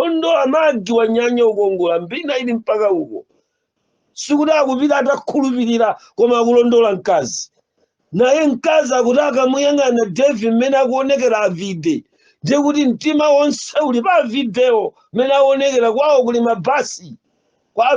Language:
Nyanja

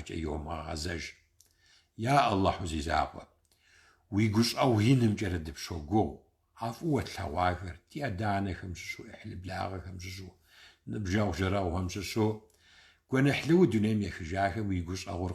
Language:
Kabardian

